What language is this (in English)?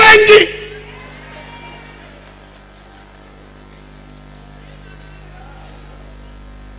Swahili